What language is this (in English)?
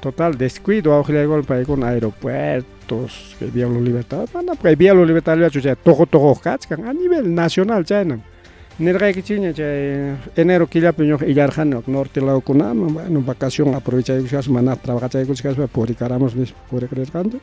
Ayacucho Quechua